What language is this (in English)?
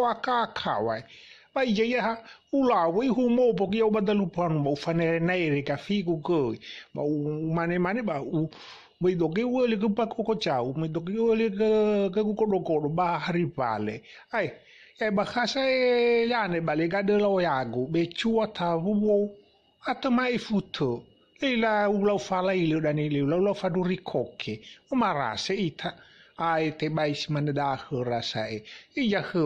Nias